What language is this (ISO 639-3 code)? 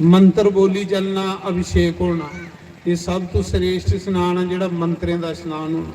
doi